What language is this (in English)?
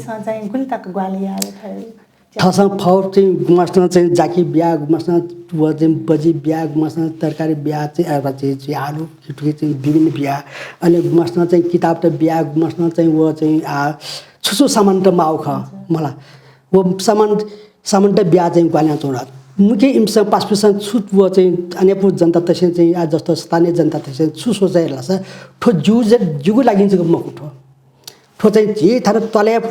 Newari